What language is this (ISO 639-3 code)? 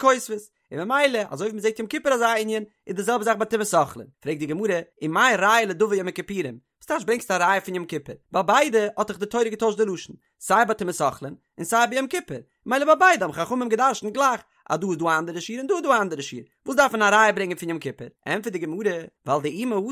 yid